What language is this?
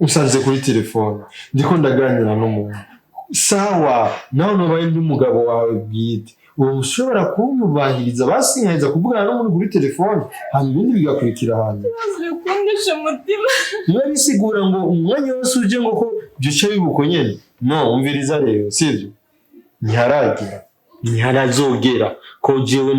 Rundi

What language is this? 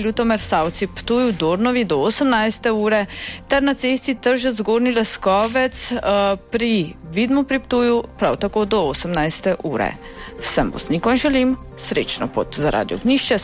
Slovenian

